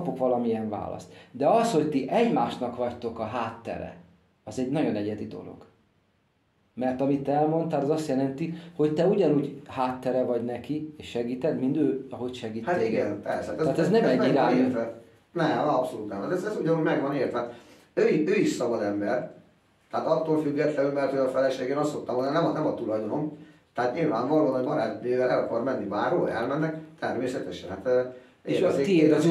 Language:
Hungarian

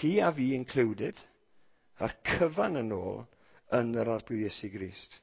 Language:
Welsh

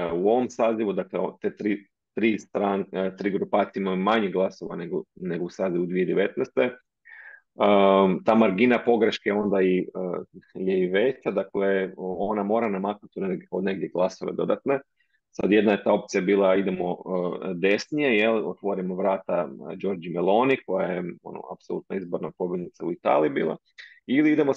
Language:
Croatian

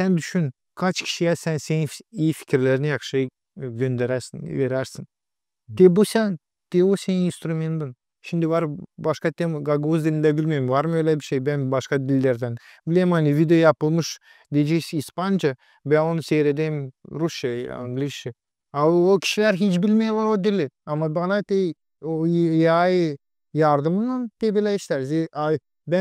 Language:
Gagauz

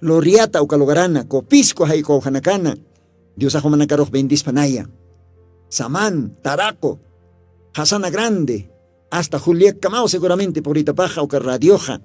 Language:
Aymara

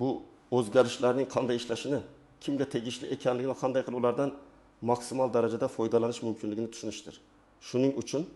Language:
Uzbek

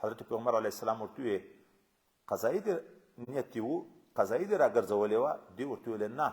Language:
Pashto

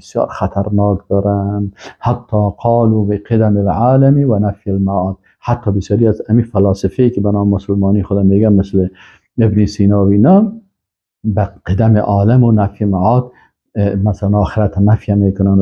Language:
Persian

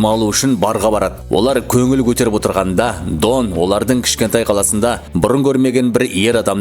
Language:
Kazakh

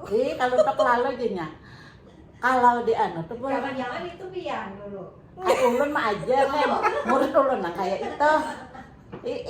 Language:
Banjar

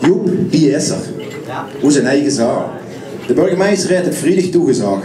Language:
Limburgish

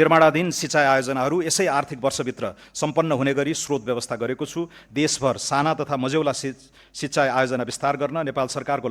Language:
Nepali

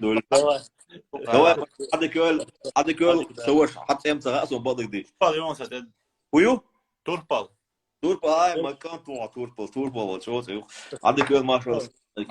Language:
Chechen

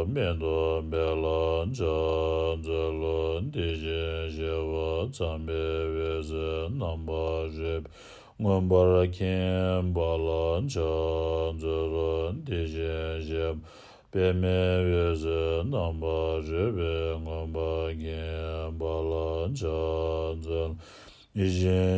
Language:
Tibetan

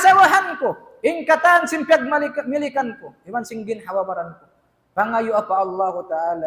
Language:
Tausug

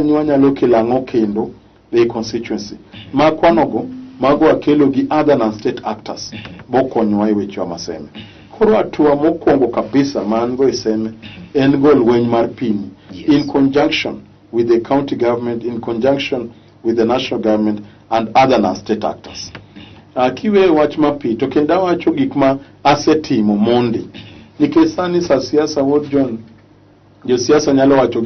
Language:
Luo (Kenya and Tanzania)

